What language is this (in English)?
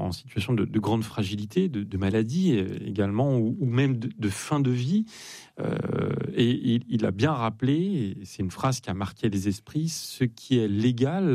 French